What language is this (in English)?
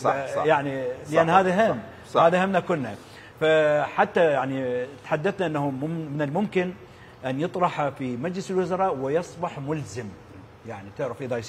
Mesopotamian Arabic